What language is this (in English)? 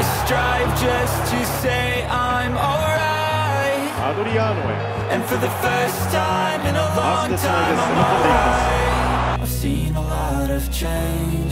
Thai